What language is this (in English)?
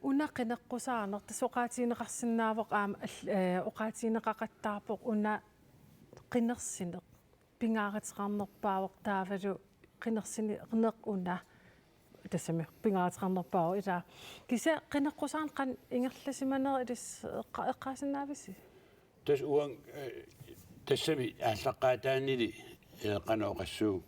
Kalaallisut